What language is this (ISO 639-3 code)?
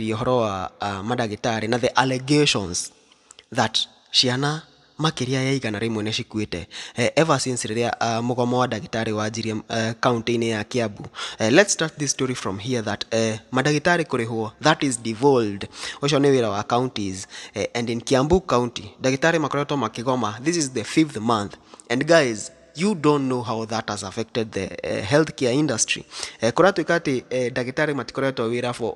kik